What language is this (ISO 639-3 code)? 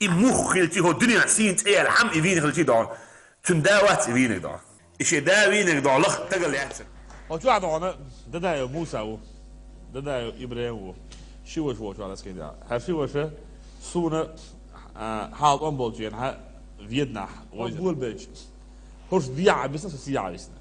che